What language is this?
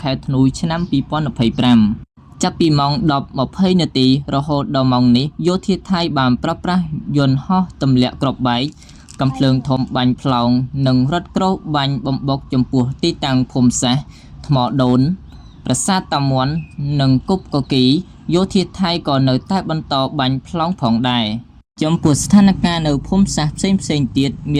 Khmer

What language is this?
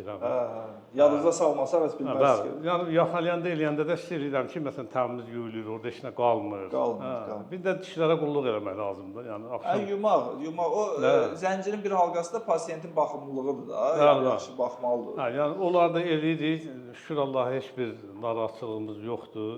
Azerbaijani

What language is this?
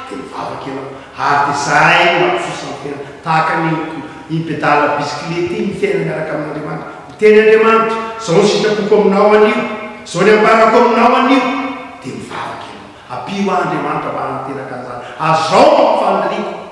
Malagasy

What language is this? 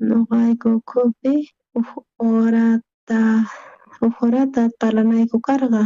South Bolivian Quechua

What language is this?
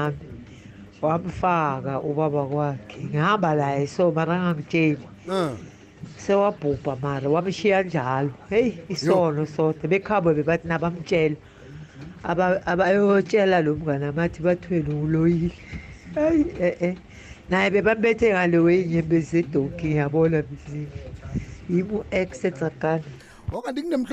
South Ndebele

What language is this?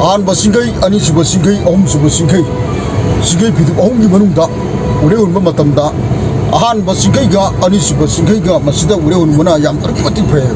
Manipuri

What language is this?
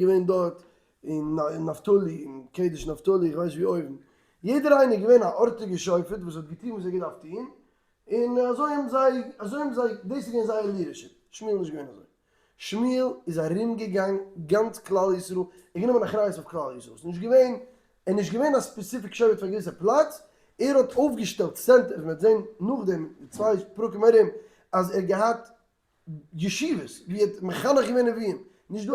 Yiddish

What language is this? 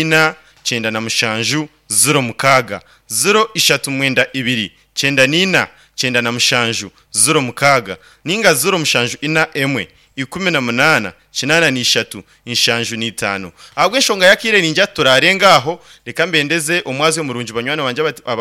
Nyankole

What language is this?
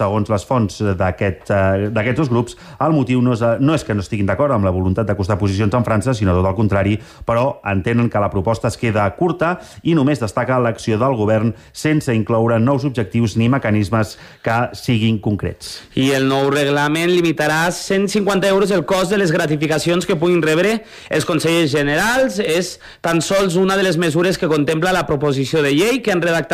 Catalan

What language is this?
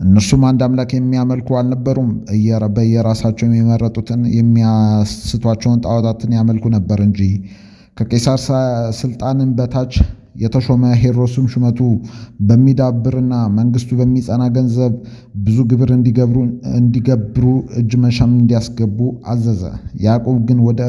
Amharic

